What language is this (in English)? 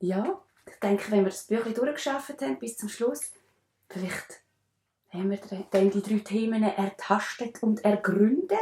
Swiss German